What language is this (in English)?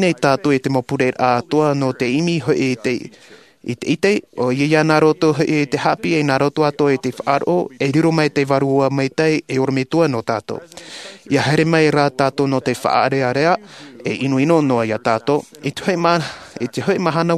Tahitian